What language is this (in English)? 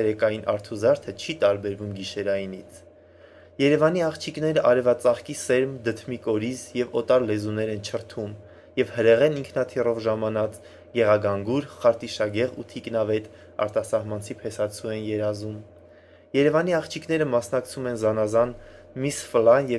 Armenian